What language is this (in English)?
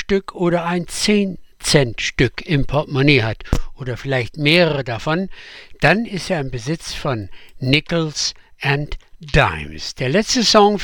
German